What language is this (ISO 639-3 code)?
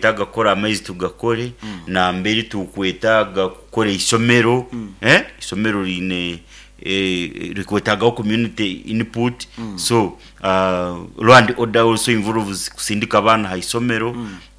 nyo